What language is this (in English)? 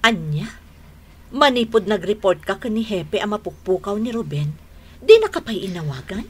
Iloko